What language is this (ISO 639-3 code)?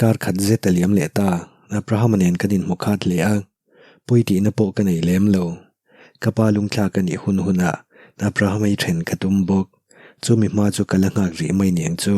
lus